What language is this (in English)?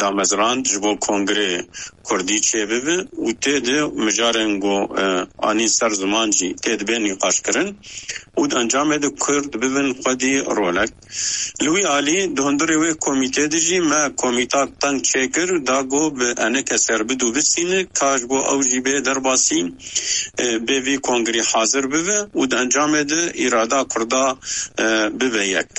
Kurdish